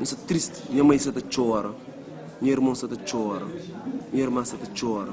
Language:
Kabuverdianu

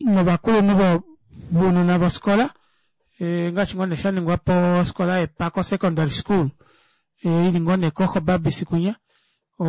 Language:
Kuanyama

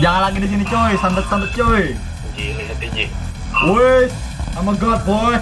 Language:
Banjar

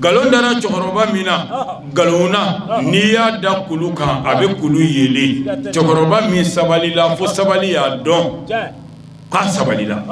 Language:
Bambara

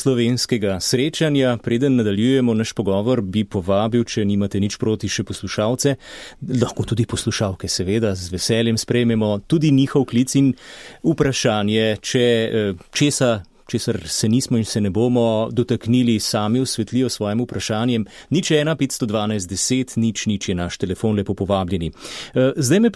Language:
Slovenian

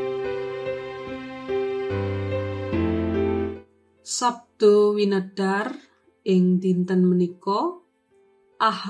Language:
Javanese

